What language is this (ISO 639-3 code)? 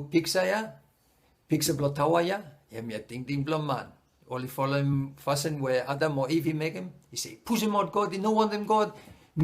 bis